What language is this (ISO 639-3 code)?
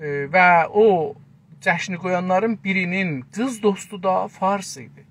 azb